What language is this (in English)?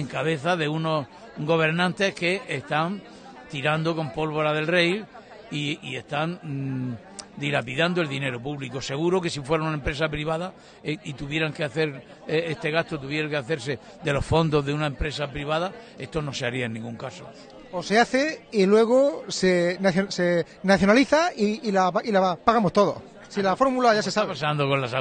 Spanish